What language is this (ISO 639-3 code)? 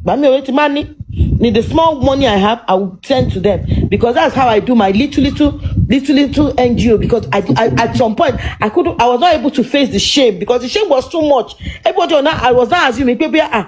yor